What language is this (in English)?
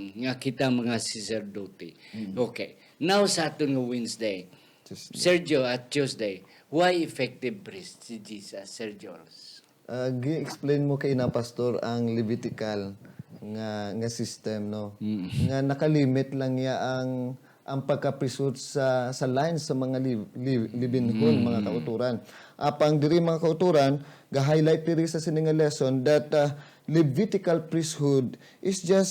Hiligaynon